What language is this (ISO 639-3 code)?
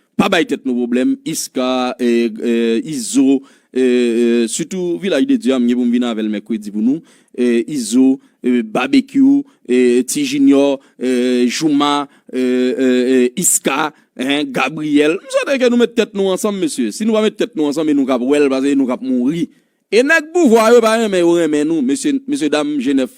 hat